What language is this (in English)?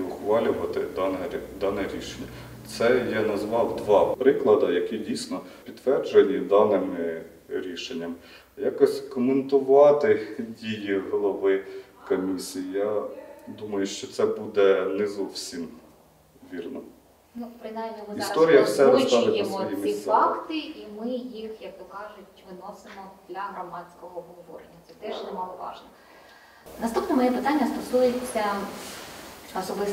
Ukrainian